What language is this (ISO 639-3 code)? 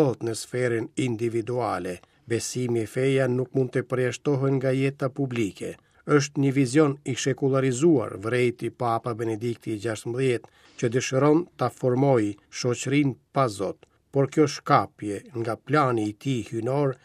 sqi